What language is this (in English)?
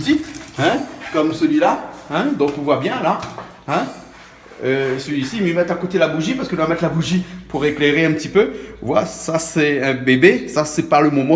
Réunion Creole French